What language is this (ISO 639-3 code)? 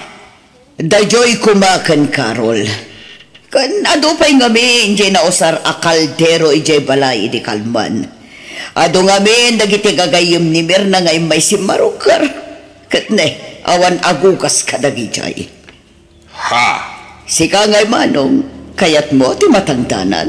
ilo